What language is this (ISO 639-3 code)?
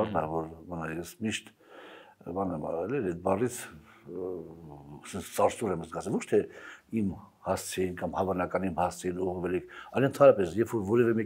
hye